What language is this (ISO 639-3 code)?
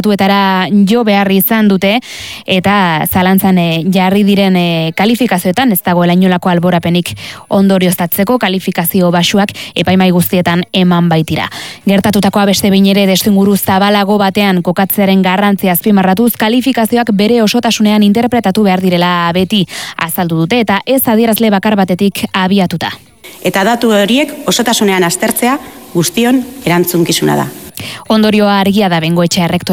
eus